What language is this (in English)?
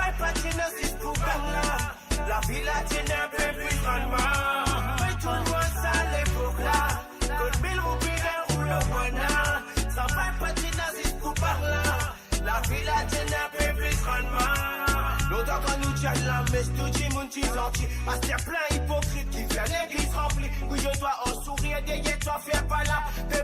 Morisyen